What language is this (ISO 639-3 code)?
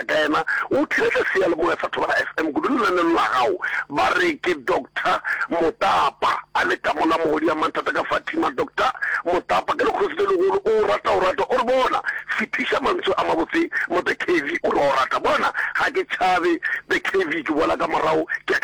nso